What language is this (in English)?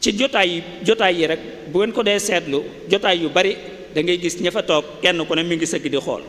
Wolof